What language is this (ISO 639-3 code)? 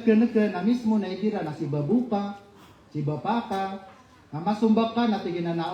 mrw